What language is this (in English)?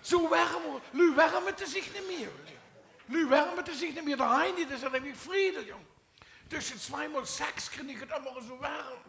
Limburgish